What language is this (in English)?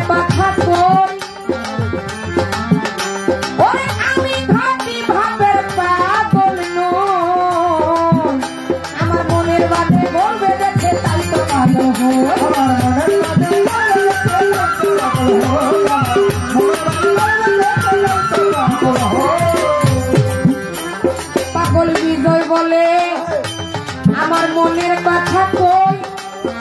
Bangla